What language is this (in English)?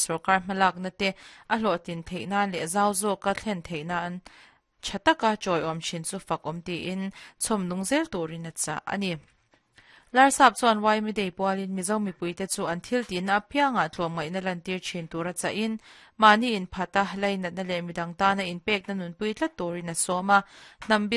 Mizo